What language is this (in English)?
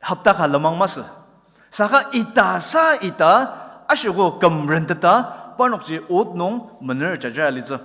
Ao Naga